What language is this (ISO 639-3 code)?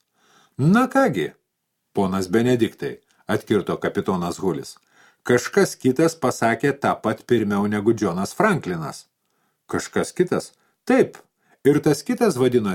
lit